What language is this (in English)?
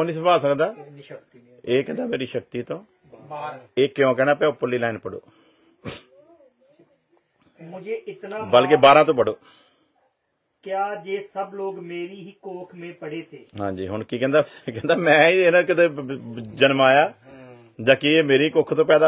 Punjabi